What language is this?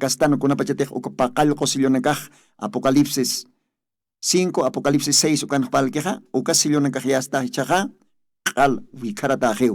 Aymara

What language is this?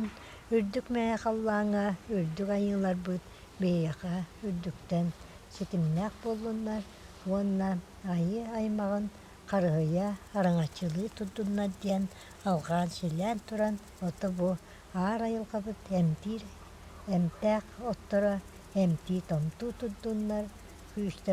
Yakut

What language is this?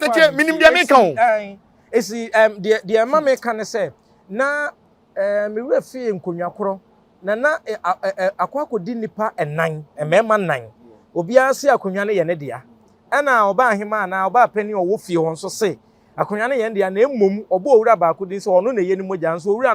Akan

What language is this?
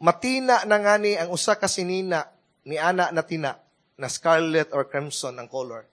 Cebuano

